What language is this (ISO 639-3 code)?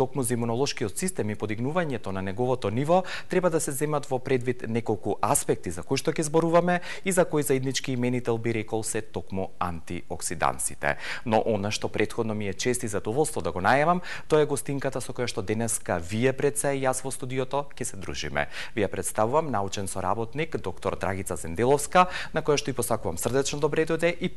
mkd